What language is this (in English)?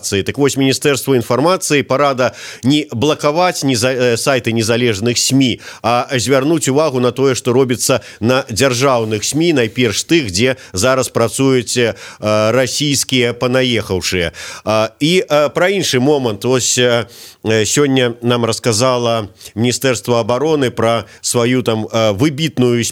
Belarusian